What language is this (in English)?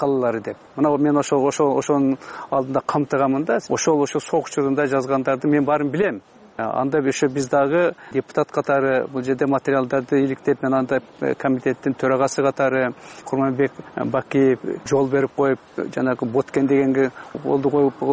Kyrgyz